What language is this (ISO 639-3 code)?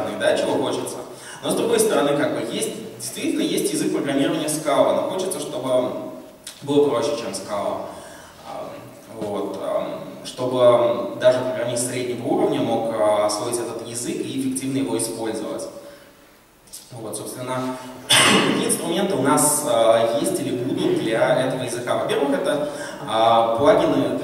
rus